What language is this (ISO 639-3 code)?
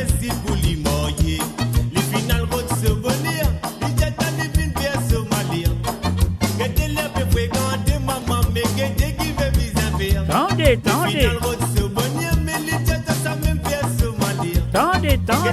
mfe